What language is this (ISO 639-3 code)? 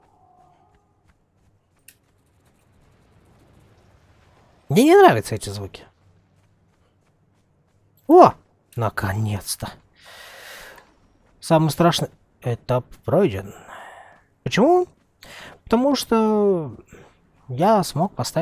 rus